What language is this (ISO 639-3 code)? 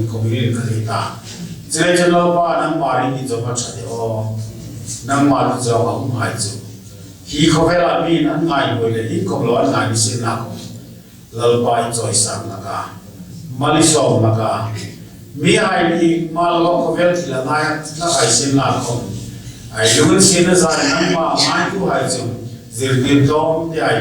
hmr